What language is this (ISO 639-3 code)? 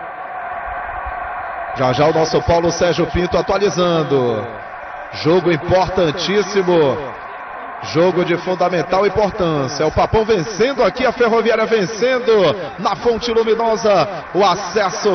por